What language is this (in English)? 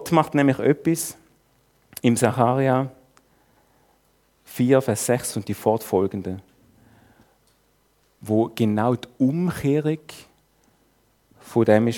German